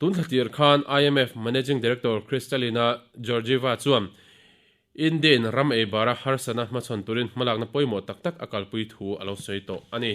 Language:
Mizo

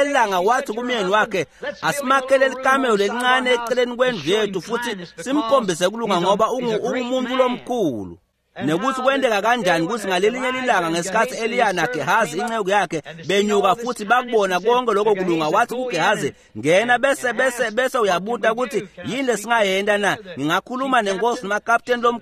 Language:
Swati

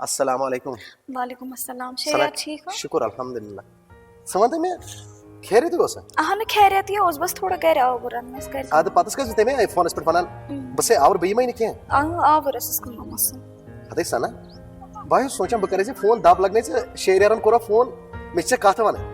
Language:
Kashmiri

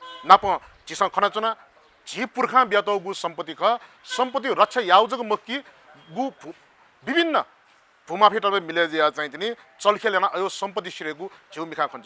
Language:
Newari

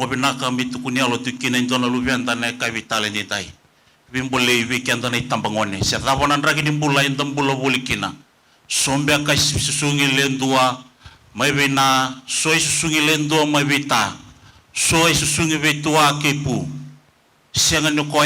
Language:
Fijian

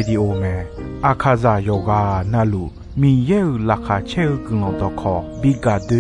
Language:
Akha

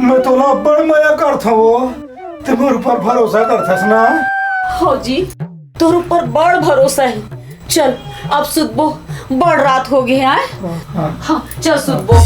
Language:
Chhattisgarhi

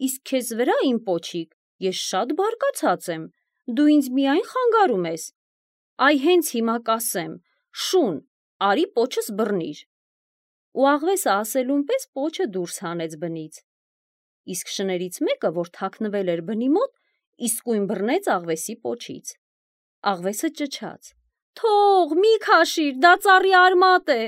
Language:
Armenian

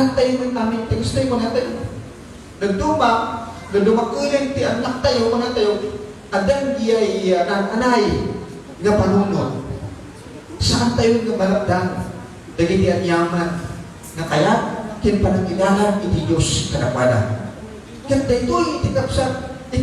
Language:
Iloko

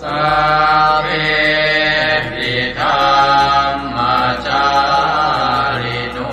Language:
Pali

